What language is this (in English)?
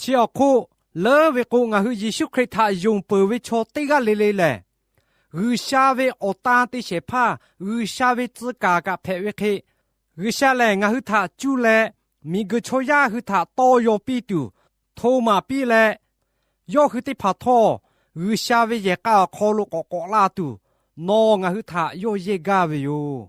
Lahu